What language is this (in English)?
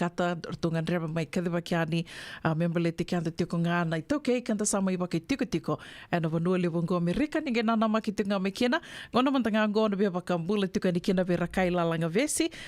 Fijian